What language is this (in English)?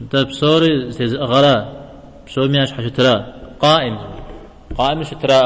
Kabardian